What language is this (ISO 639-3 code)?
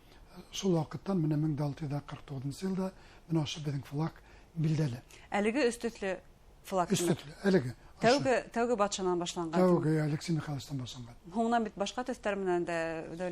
bak